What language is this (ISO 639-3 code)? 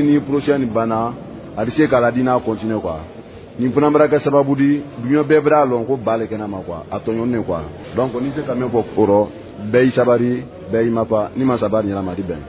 bam